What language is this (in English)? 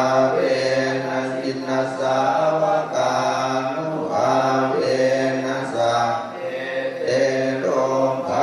Pali